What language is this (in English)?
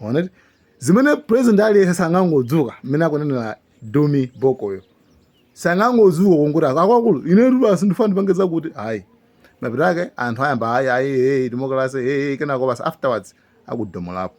Nyanja